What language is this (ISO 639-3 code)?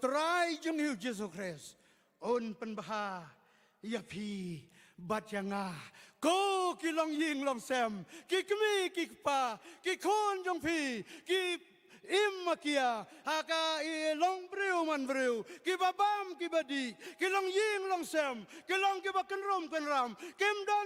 kha